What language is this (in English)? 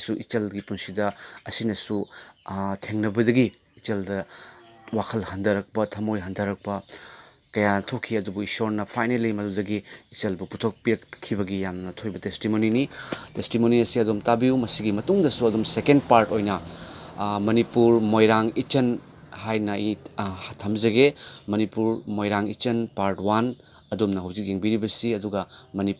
Manipuri